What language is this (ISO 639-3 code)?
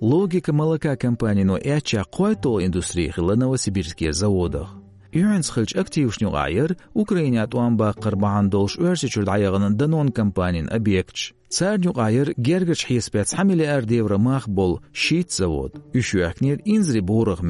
che